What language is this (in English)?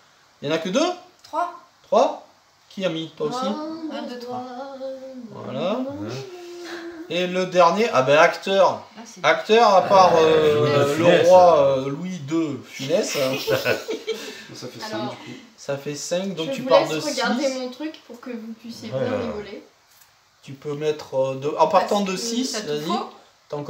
French